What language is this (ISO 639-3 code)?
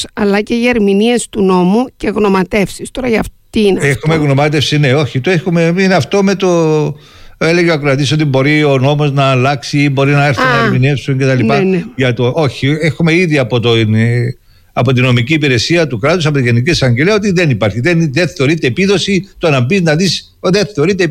ell